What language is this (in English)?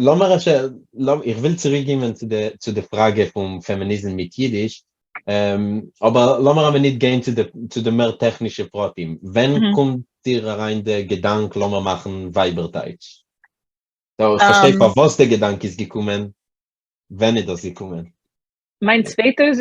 Yiddish